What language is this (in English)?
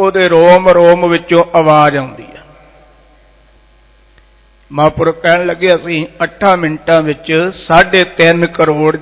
Punjabi